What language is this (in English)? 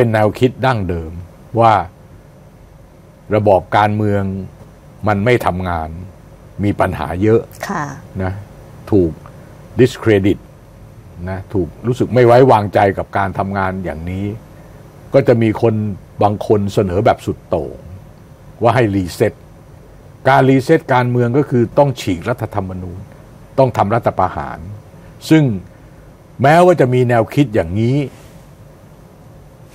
Thai